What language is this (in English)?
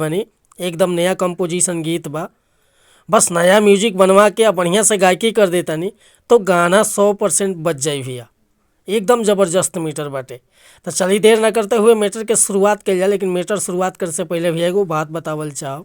Bhojpuri